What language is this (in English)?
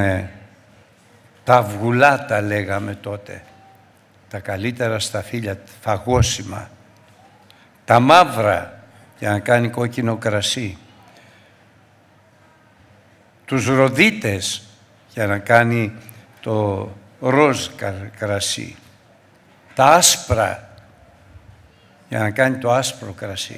Greek